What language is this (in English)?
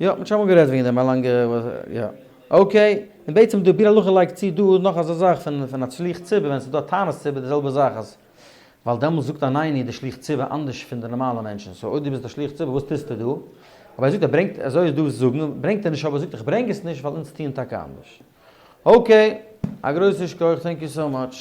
Yiddish